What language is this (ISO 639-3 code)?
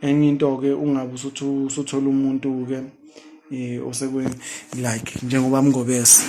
zul